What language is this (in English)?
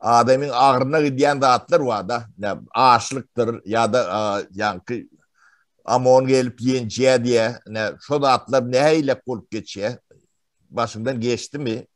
Turkmen